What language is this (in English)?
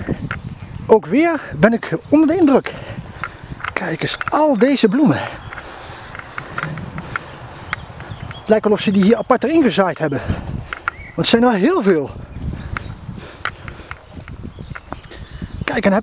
Dutch